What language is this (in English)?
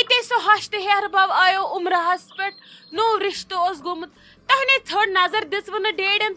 Kashmiri